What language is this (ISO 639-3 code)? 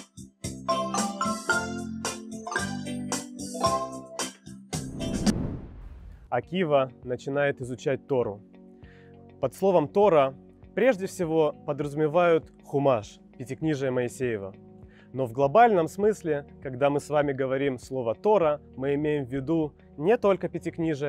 rus